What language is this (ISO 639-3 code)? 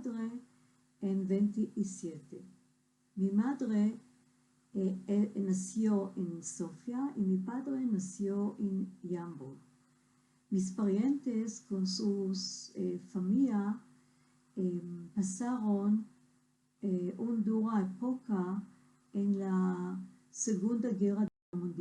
lad